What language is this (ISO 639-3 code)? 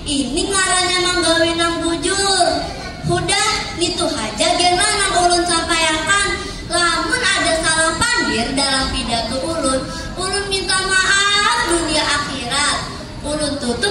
bjn